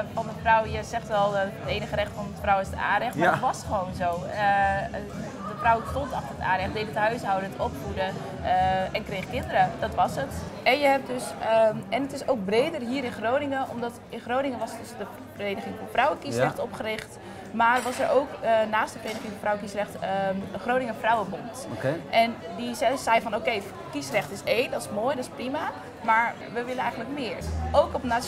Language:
Dutch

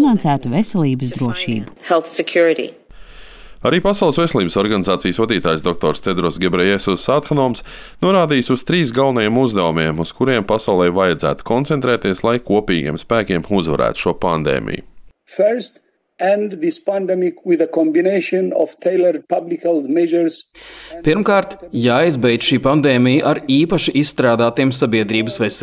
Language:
Latvian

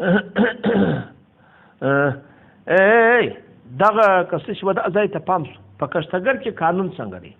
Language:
Pashto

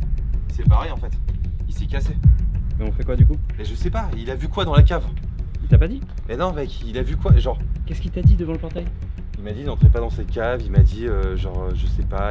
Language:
French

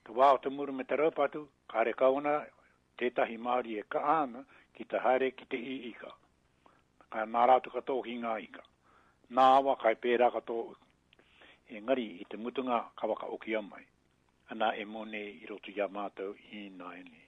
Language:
Māori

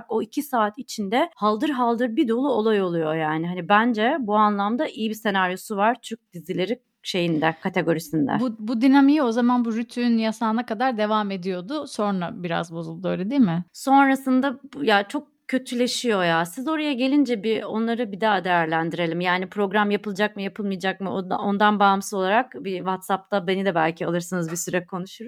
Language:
Turkish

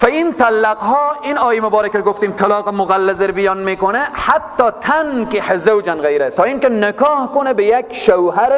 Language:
Persian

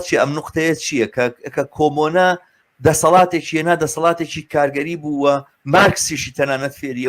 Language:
Central Kurdish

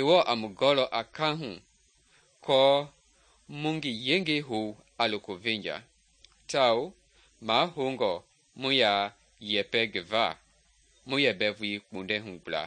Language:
Mende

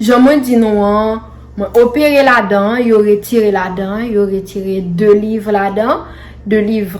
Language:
Haitian Creole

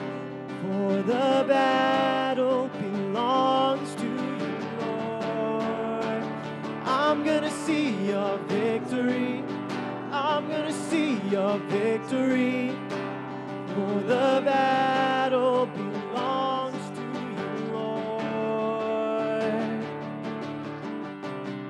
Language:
English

